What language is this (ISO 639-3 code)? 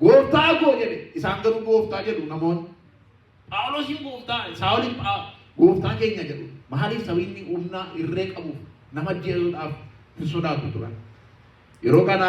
orm